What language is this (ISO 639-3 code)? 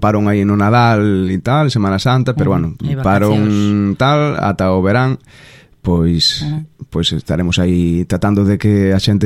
glg